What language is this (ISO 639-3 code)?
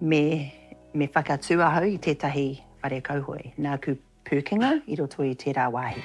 mri